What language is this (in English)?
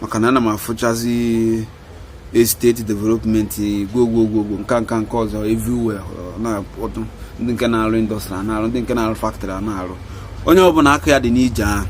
Igbo